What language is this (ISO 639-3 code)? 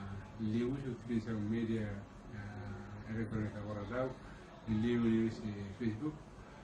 tet